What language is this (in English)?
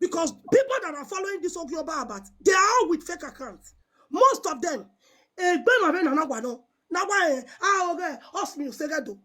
Nigerian Pidgin